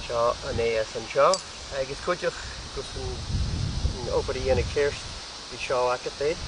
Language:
Scottish Gaelic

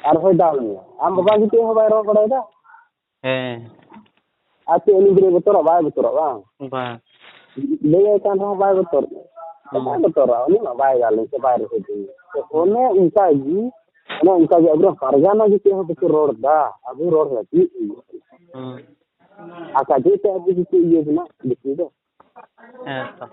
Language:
Santali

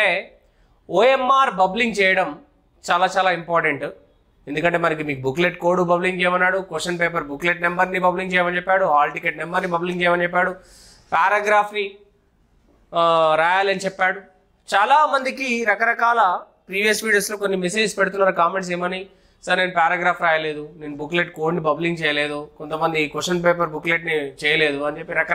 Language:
Telugu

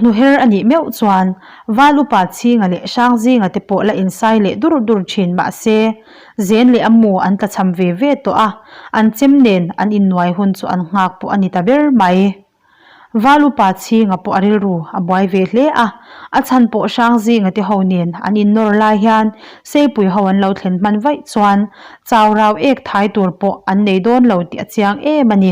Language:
Mizo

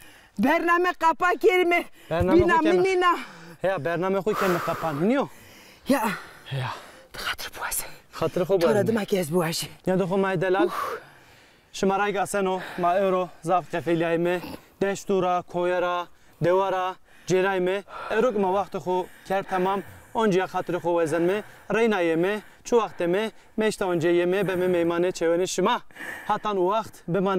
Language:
Zaza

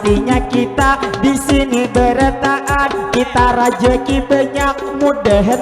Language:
Banjar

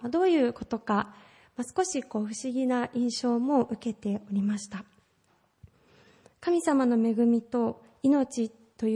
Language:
Japanese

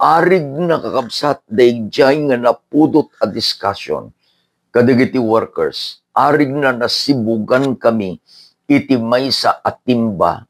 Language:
Iloko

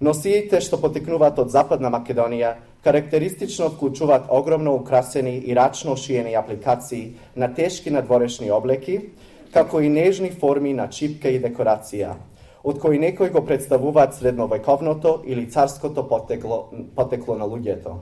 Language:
Macedonian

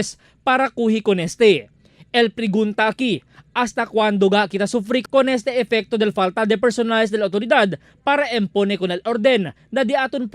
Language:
Chavacano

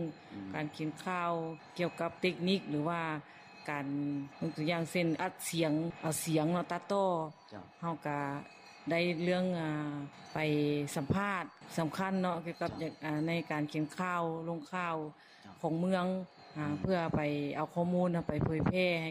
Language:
Lao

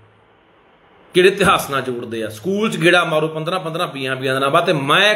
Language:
Punjabi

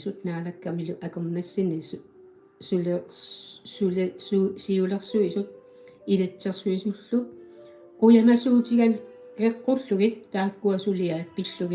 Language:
Kalaallisut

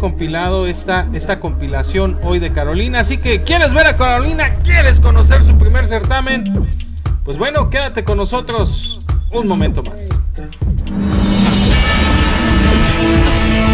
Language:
Spanish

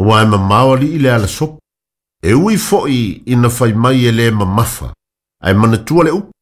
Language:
Samoan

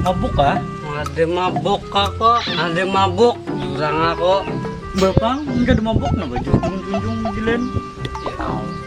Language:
Banjar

